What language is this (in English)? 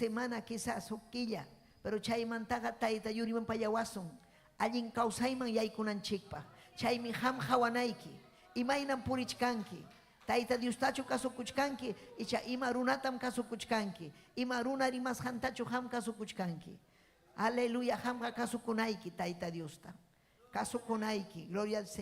Ayacucho Quechua